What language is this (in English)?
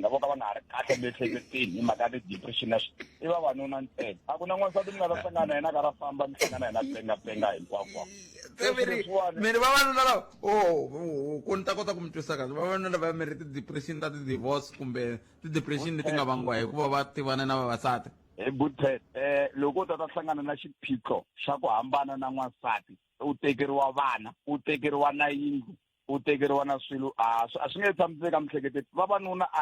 Tsonga